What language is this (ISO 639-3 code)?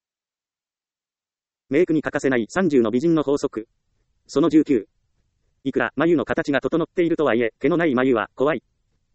jpn